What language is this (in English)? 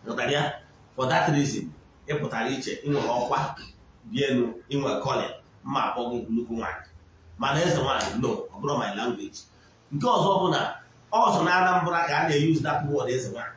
Igbo